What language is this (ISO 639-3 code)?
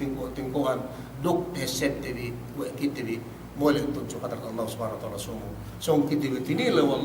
yka